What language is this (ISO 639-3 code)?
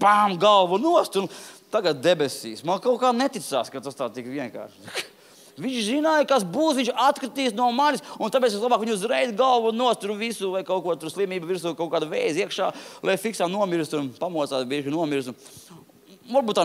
lav